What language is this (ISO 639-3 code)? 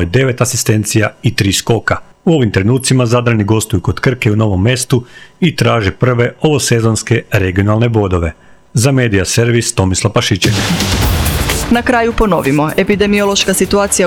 hrv